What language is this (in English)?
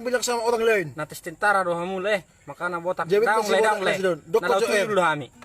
Batak Toba